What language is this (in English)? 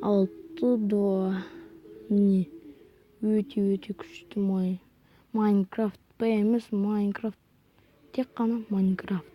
Kazakh